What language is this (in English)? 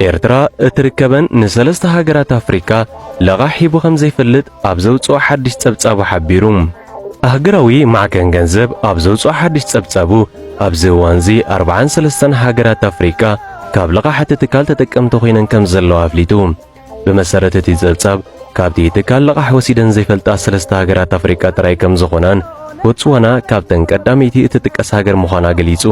Tigrinya